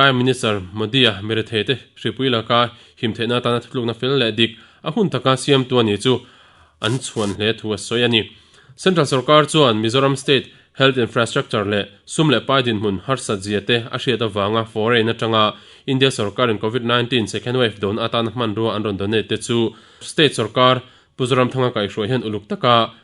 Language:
Mizo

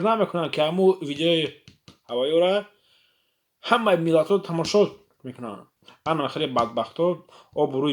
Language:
Tajik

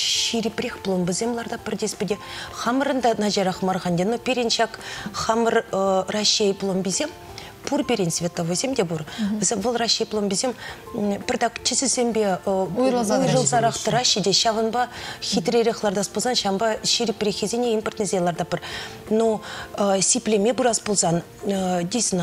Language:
Chuvash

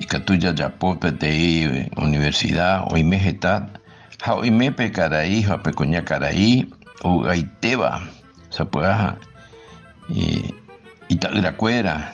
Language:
Guarani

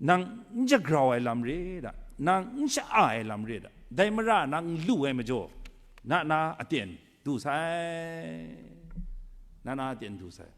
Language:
Kachin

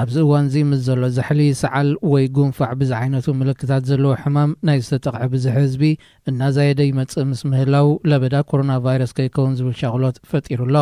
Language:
Tigrinya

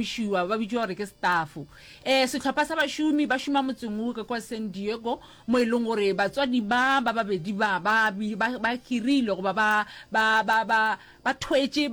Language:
Northern Sotho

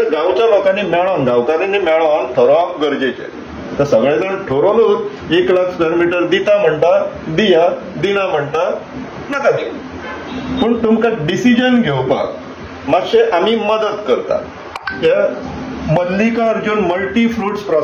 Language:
Konkani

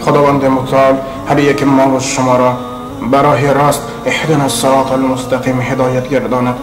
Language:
Tajik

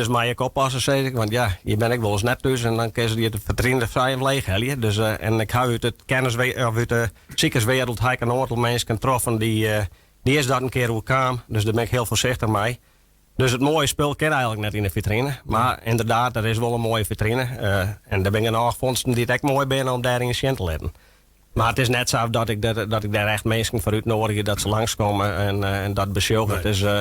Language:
Western Frisian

